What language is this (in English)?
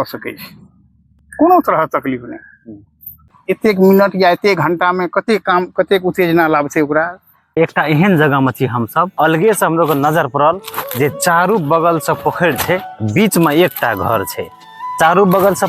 Maithili